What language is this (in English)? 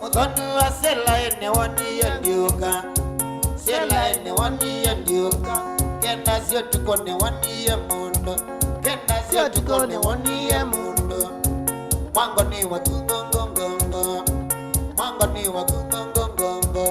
Kamba